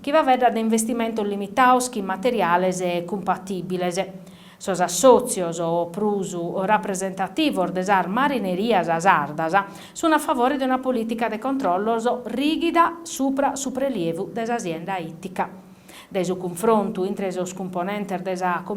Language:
Sardinian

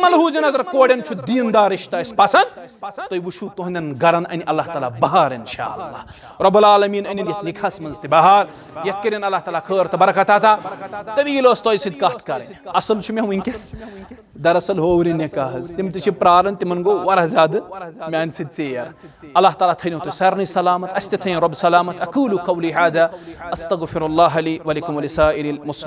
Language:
Kashmiri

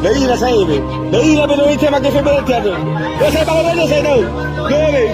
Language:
Nias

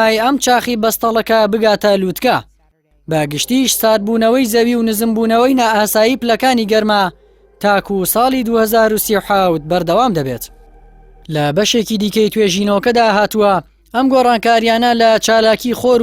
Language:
Central Kurdish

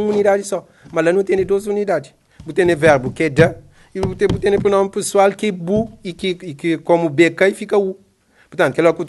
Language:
Kabuverdianu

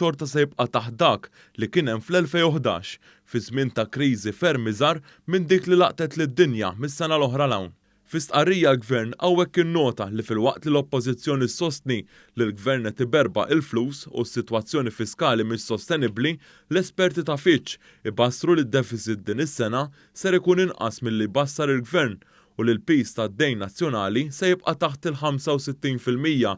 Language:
Maltese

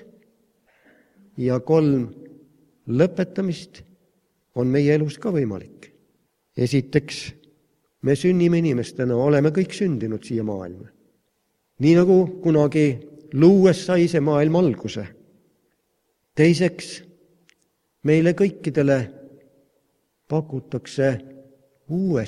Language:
Estonian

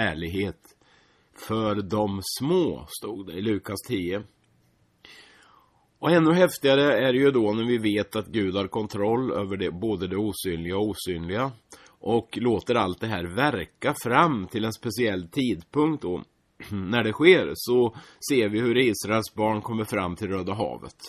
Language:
Swedish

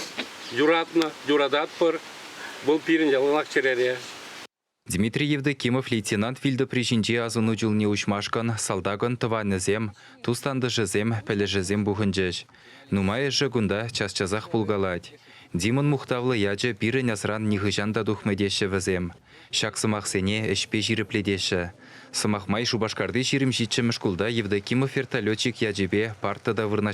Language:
Chuvash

